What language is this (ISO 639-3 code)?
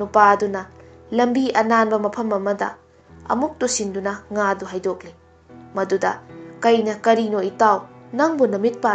mni